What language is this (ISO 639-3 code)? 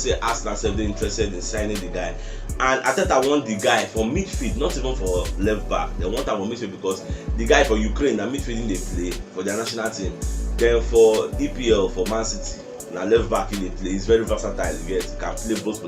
pcm